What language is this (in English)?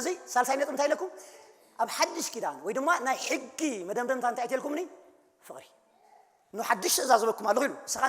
Tigrinya